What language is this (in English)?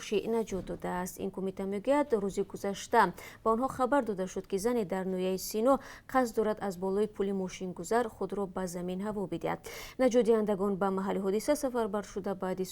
Tajik